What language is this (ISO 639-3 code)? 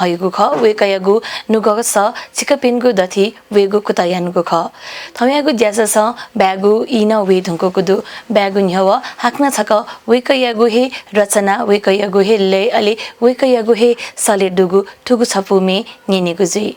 new